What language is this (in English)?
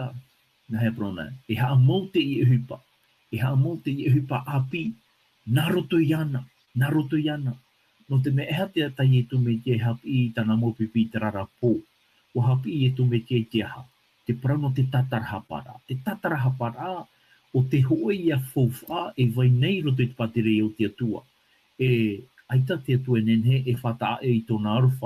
Tahitian